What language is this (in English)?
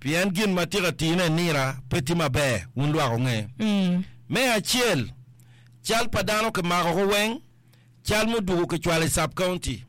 Acoli